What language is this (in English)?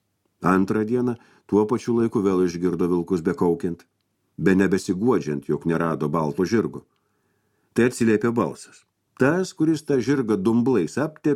Lithuanian